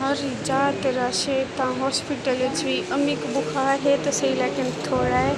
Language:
Saraiki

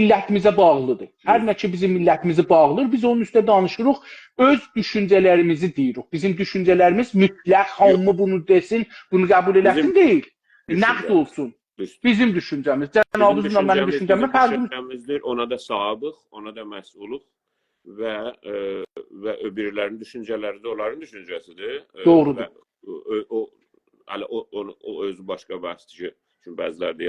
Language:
South Azerbaijani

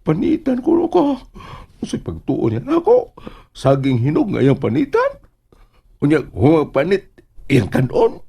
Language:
Cebuano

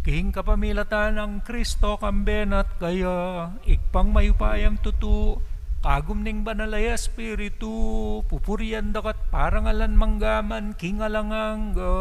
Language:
Pampanga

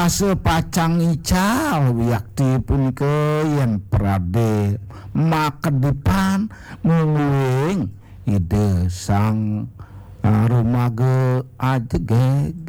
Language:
Balinese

